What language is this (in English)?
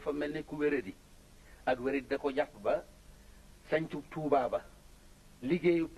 Wolof